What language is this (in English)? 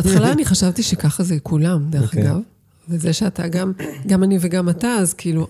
Hebrew